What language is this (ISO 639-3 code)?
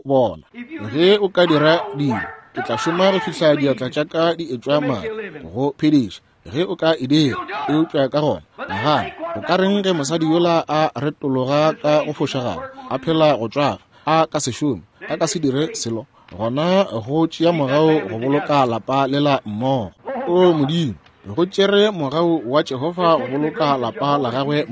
nso